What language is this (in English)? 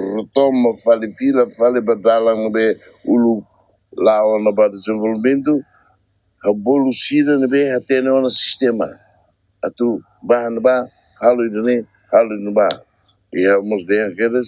Tetum